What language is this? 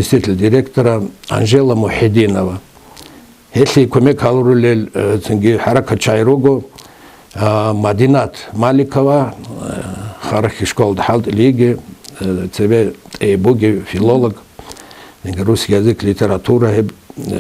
Avaric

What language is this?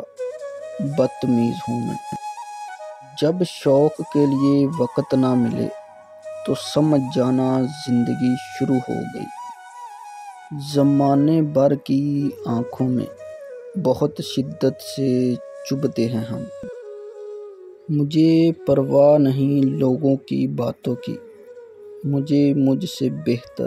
Urdu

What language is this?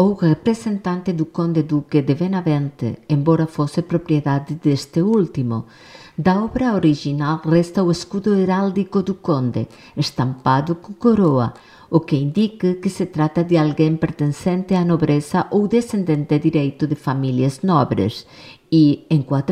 Galician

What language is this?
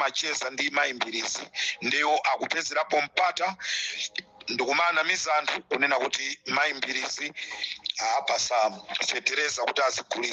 Nyanja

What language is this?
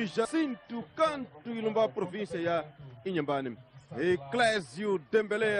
Tsonga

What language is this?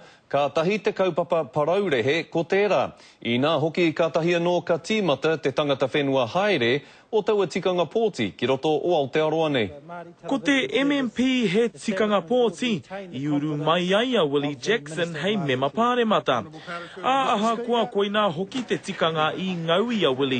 Māori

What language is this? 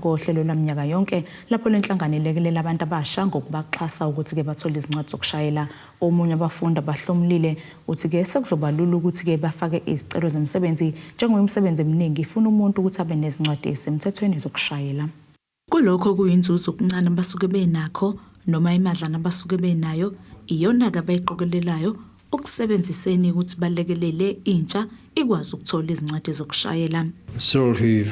Zulu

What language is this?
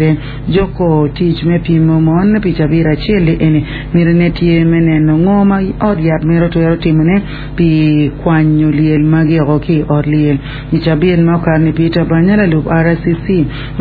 Acoli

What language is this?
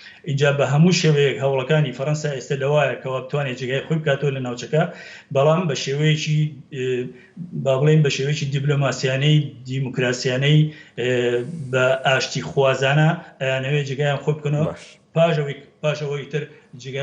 Central Kurdish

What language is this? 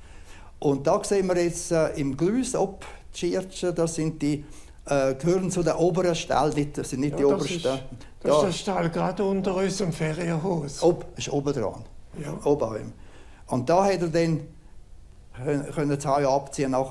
Romansh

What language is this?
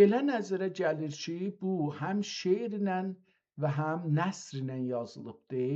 South Azerbaijani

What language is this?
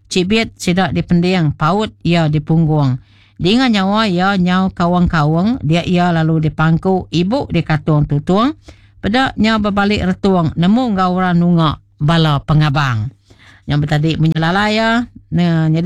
Iban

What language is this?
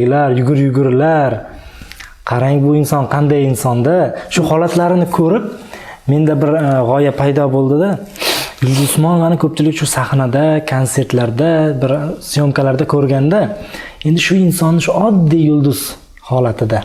Uzbek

